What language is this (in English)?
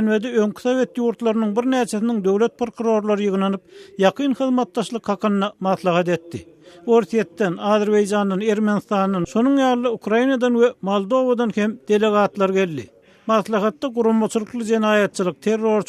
Turkmen